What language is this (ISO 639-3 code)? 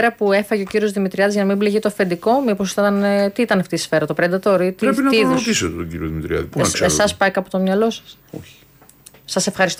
ell